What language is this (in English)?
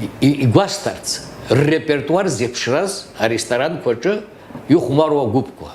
Abkhazian